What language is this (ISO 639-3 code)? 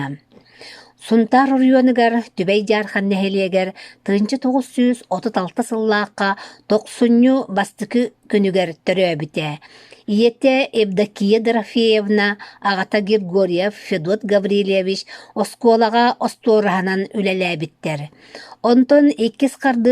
sah